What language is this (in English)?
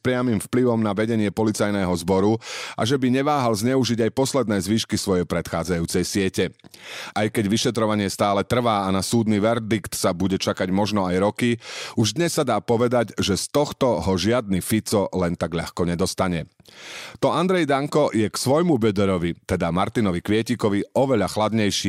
Slovak